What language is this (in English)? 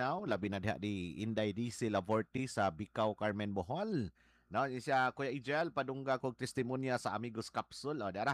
Cebuano